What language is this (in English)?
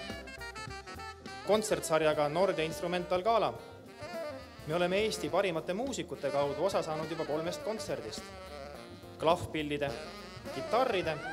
Estonian